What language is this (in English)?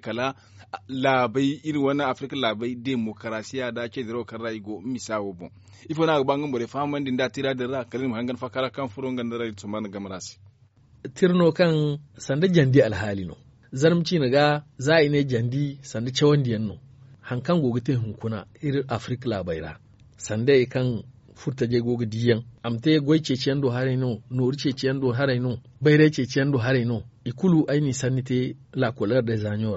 Zarma